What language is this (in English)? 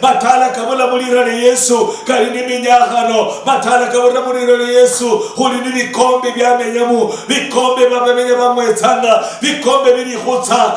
Luyia